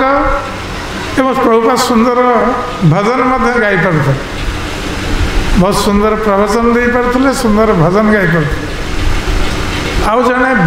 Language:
Odia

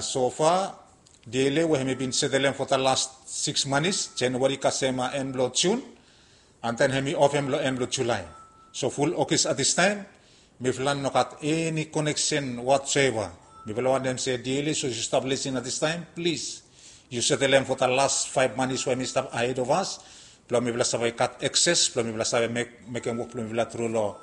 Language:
Bislama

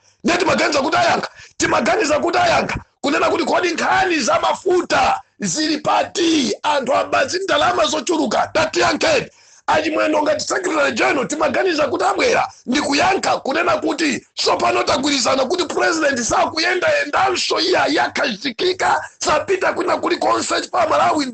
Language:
Nyanja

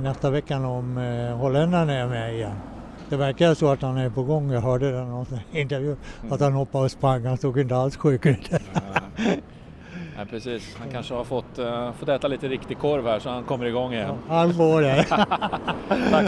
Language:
Swedish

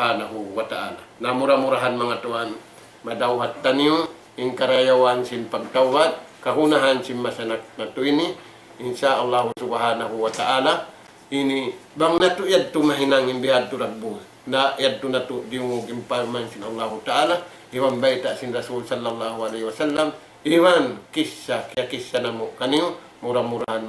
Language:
Tausug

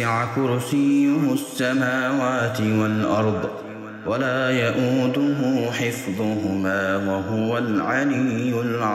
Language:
Arabic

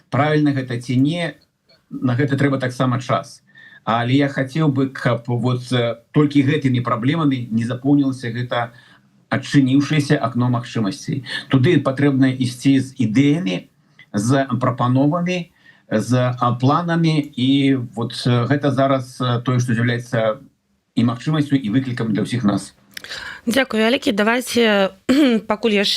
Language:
Belarusian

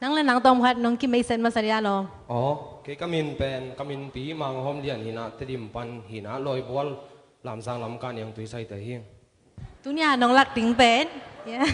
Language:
Tedim Chin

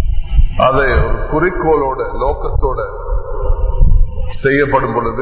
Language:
Tamil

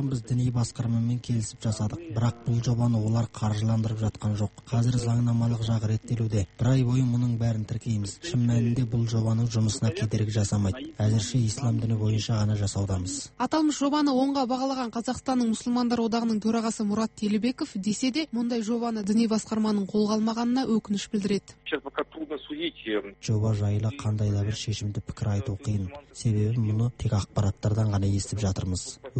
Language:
Kazakh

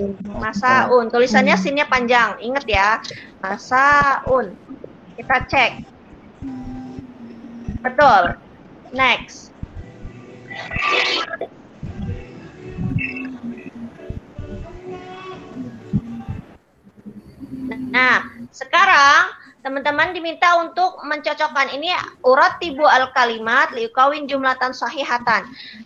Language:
Indonesian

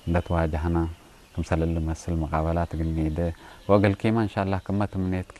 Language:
Tigre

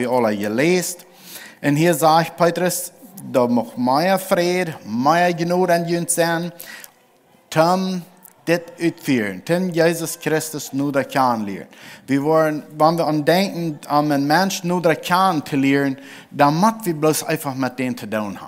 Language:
Plautdietsch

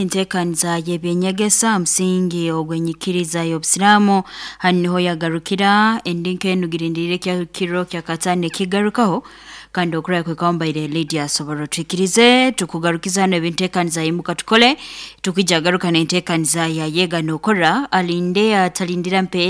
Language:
Nyoro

